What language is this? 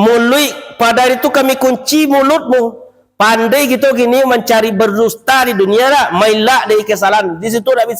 Minangkabau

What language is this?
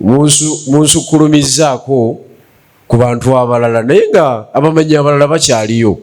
Ganda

